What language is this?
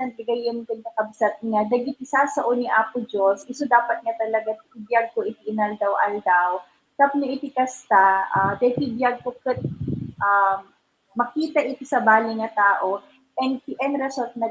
Iloko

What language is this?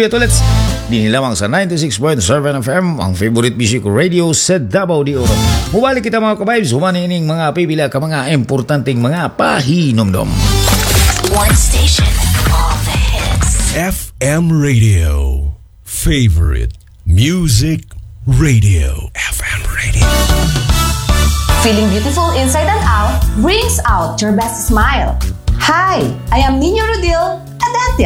Cebuano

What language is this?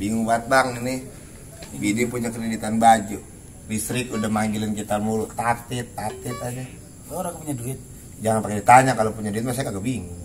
Betawi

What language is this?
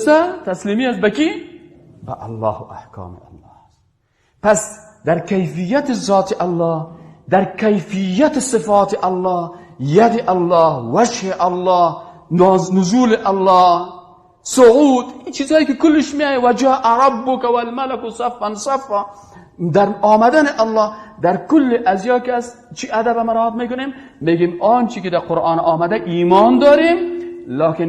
Persian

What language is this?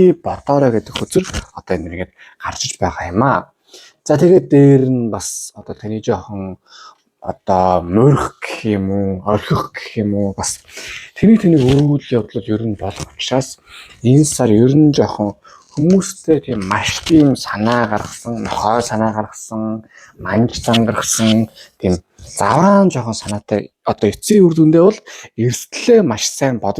Mongolian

